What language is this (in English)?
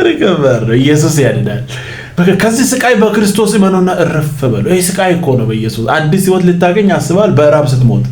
Amharic